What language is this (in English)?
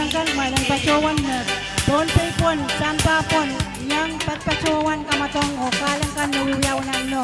Pohnpeian